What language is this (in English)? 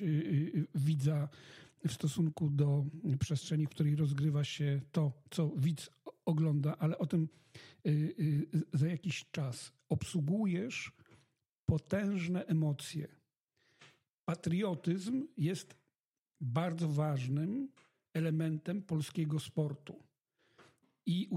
Polish